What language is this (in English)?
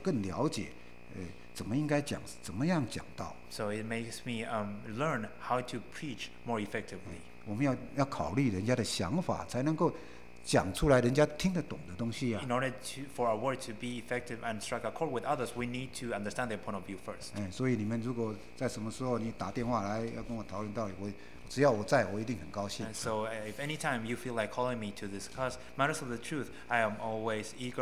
Chinese